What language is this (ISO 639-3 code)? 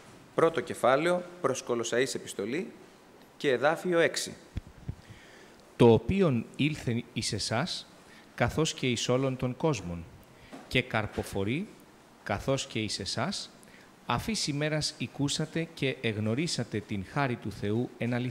ell